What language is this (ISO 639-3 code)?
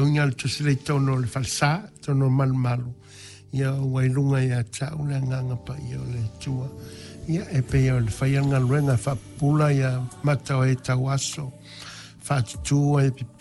smo